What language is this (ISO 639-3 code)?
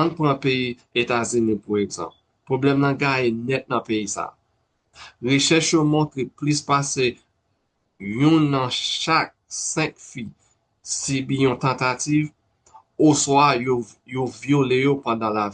hat